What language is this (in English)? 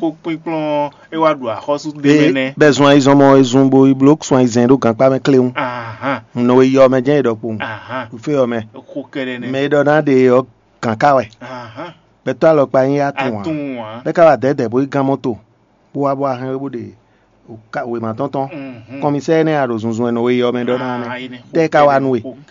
Fon